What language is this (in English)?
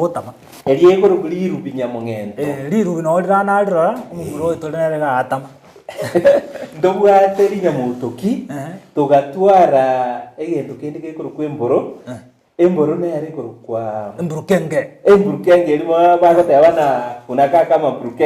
Gusii